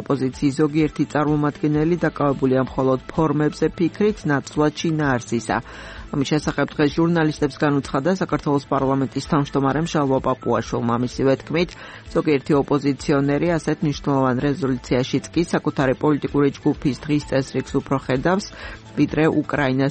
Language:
Georgian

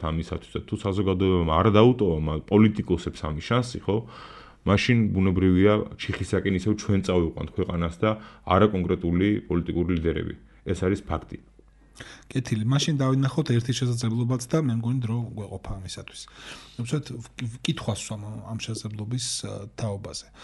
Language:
Georgian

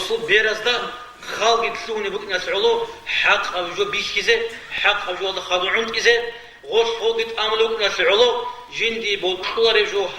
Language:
Avaric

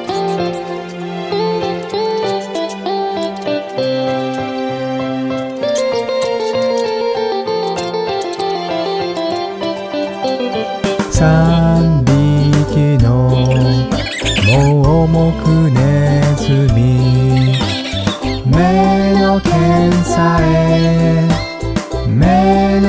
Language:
Japanese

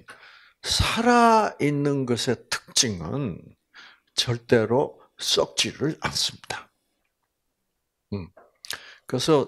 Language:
Korean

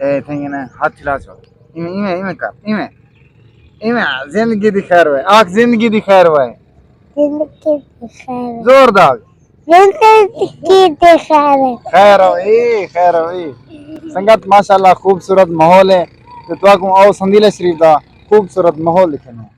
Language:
Saraiki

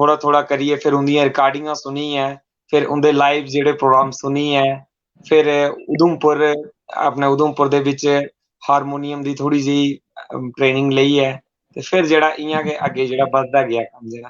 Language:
Dogri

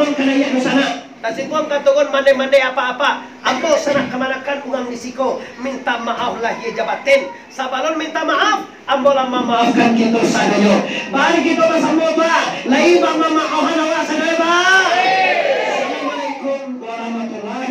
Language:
Minangkabau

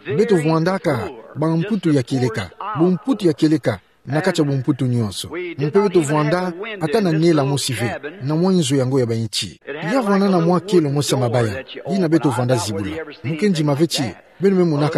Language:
Kituba (Democratic Republic of Congo)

